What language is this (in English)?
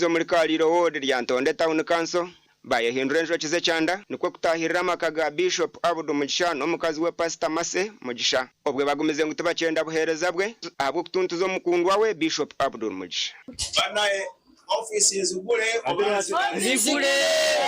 Nyankole